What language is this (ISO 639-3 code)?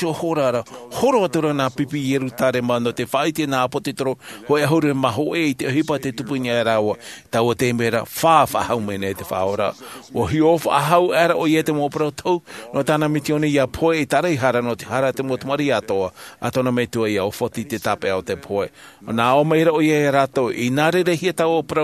tah